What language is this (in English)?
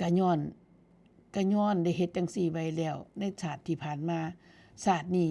Northeastern Thai